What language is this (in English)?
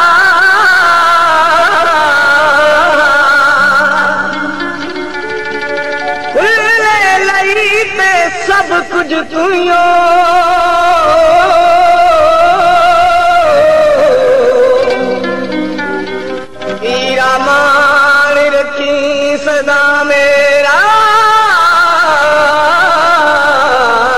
Punjabi